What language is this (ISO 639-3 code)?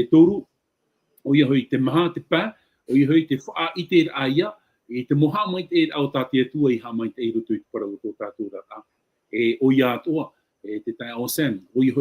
tah